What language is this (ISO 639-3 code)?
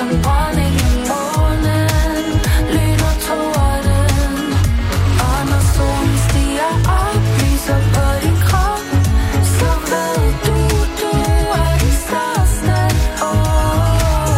dan